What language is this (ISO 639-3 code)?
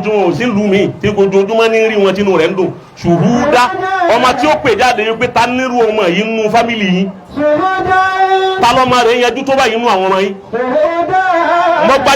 yor